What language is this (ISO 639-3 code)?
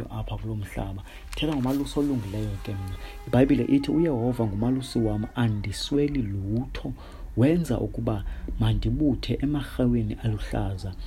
xho